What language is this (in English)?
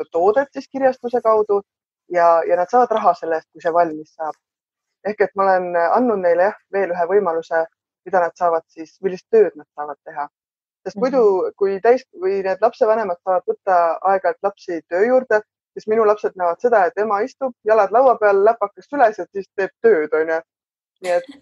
Estonian